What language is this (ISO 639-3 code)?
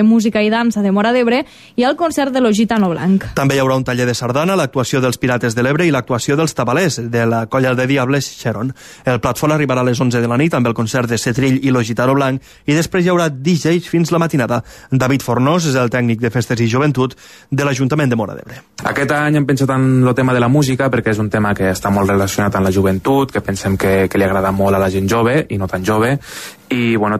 cat